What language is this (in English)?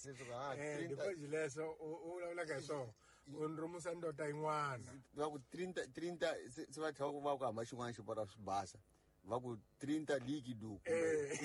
Tsonga